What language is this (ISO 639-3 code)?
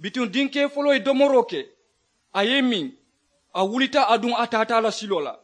man